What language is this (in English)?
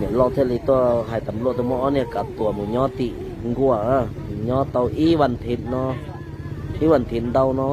Hmong